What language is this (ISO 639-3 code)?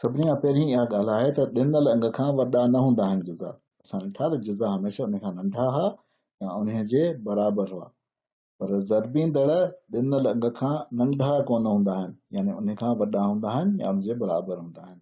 snd